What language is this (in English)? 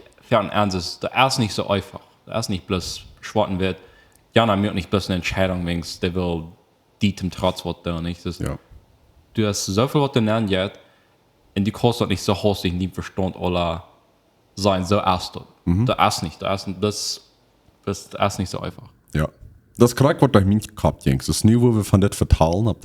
Plautdietsch